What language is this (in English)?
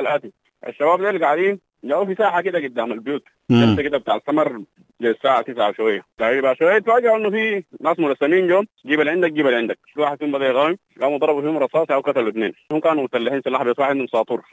Sudanese Arabic